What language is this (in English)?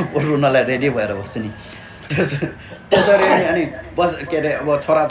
Nepali